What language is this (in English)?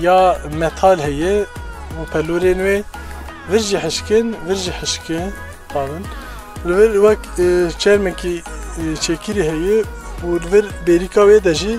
Kurdish